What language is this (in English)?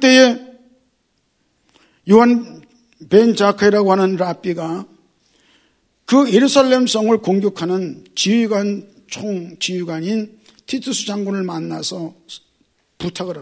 Korean